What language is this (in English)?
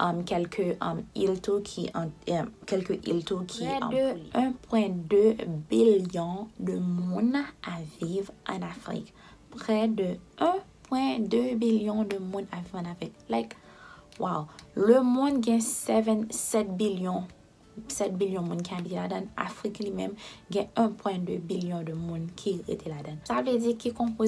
Haitian Creole